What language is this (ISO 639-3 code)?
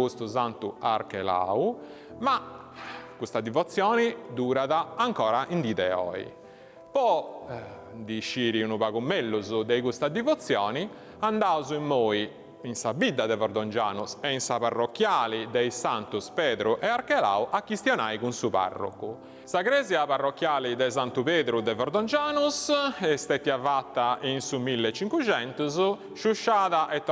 srd